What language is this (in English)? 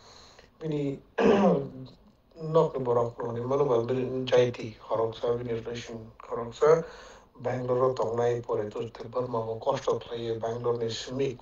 Kok Borok